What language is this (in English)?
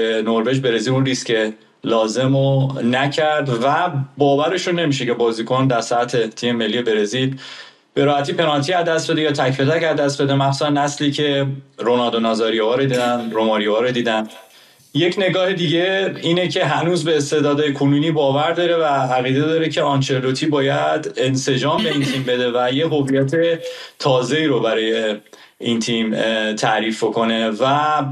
Persian